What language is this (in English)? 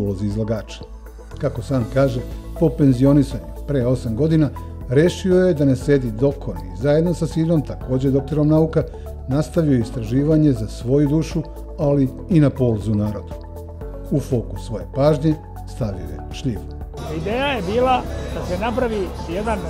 Serbian